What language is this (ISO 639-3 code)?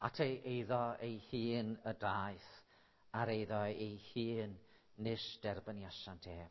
cym